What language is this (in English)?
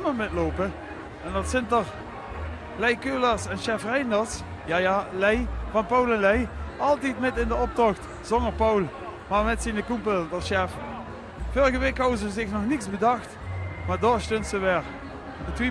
Limburgish